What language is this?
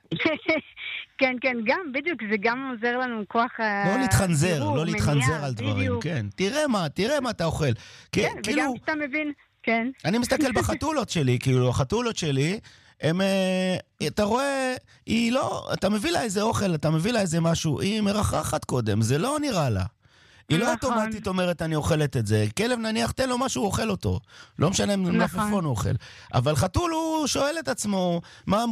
Hebrew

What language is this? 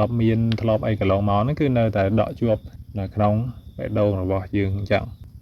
Khmer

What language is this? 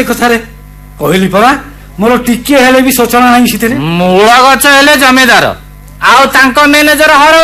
Odia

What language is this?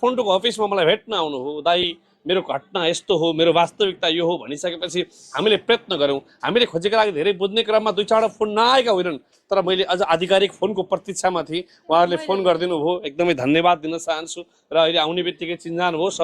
Nepali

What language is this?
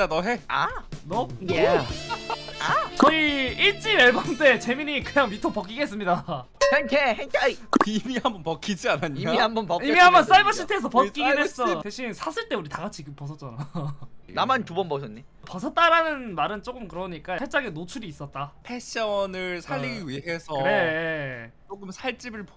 Korean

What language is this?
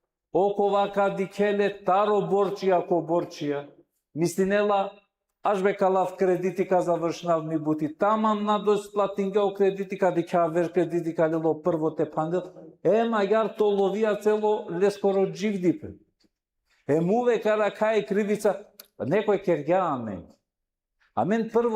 Balkan Romani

